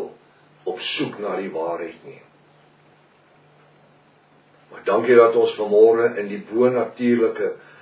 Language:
Afrikaans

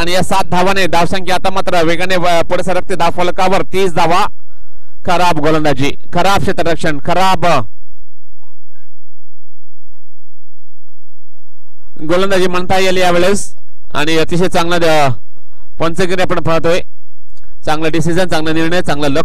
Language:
Marathi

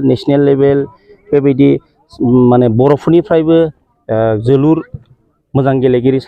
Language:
Bodo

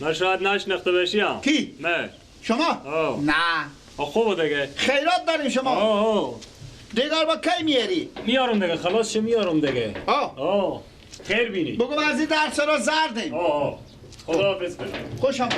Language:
Persian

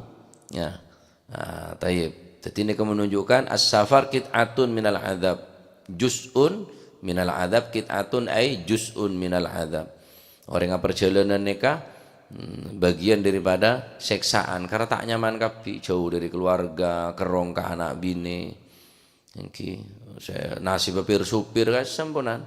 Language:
Madurese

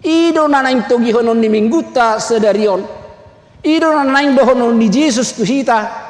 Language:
Batak Toba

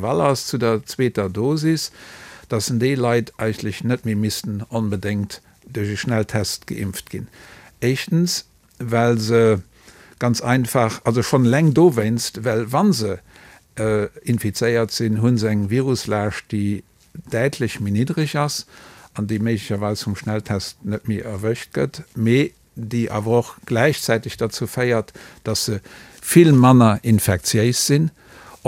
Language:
Luxembourgish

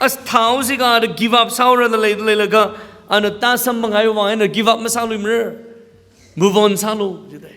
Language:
Tangkhul Naga (India)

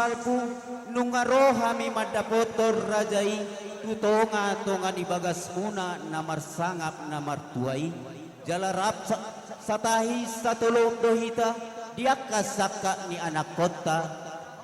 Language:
Batak Toba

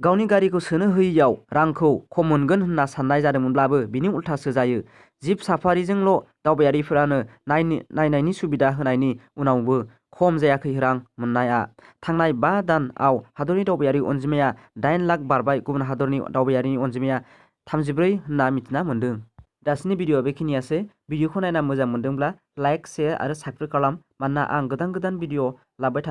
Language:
Bodo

